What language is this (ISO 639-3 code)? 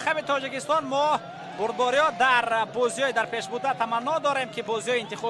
tgk